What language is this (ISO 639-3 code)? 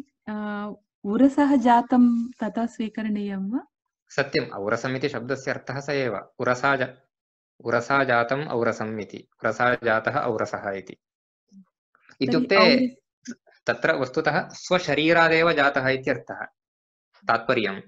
san